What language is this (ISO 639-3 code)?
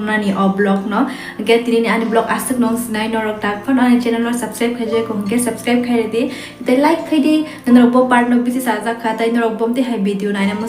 trp